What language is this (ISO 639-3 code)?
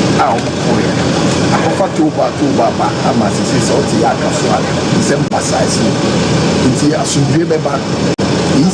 aka